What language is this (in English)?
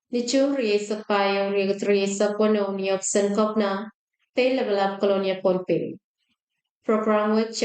Pohnpeian